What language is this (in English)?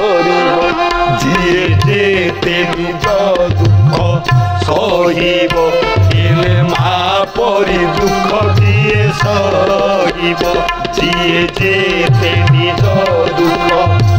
Odia